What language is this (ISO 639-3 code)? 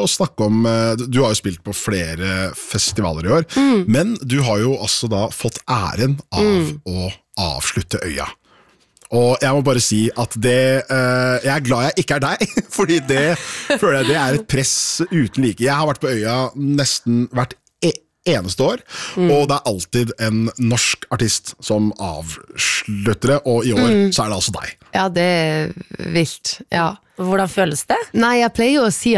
nor